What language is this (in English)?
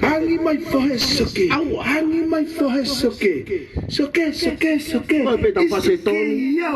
Tongan